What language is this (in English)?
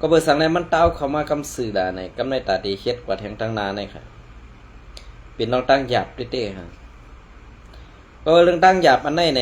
Shan